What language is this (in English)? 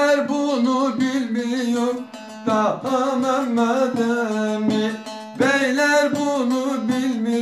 Turkish